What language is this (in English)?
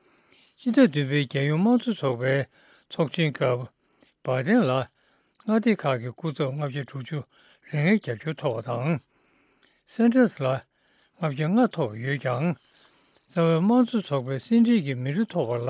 Tibetan